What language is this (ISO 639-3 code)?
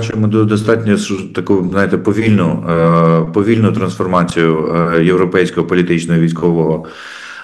ukr